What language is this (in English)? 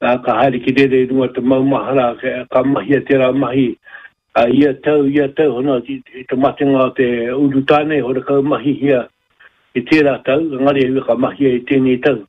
Māori